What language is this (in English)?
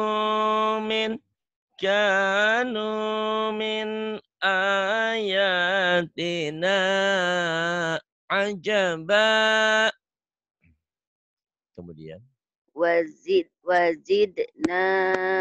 Indonesian